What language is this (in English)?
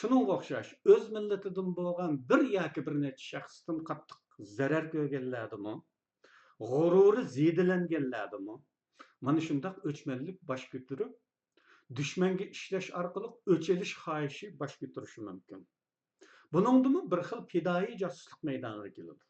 Uyghur